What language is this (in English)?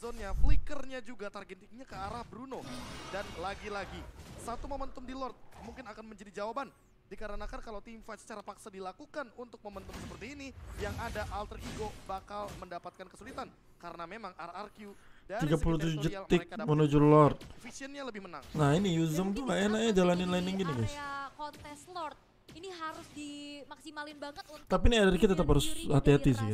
Indonesian